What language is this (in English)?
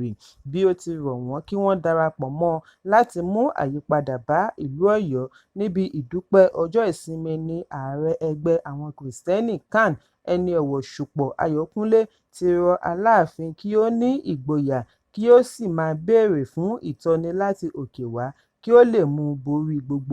Yoruba